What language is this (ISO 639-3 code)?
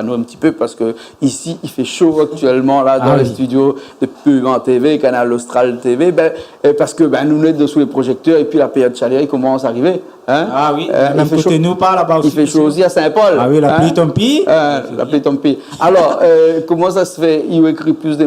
rcf